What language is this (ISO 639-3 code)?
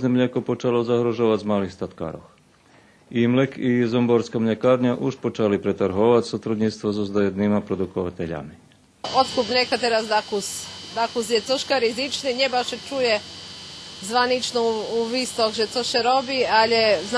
rue